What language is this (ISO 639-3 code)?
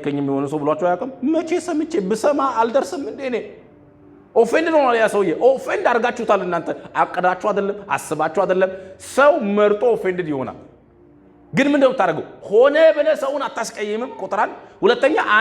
amh